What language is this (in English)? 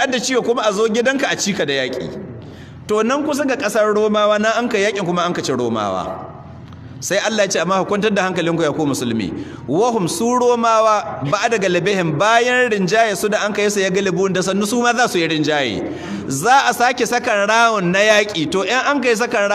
Hausa